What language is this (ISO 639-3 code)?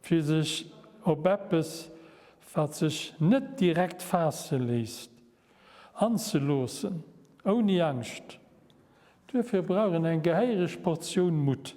ltz